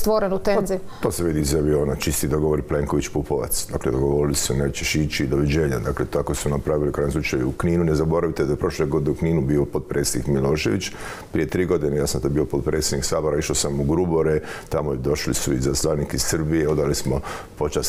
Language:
Croatian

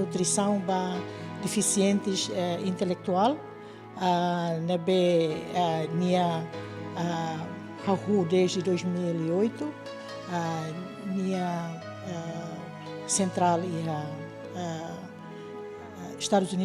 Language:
Tetum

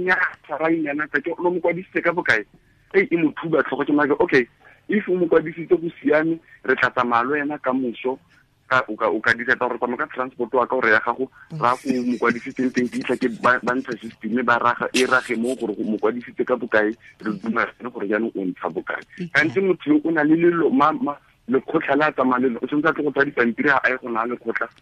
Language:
Tswana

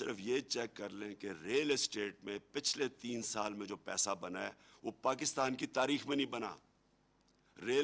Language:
Urdu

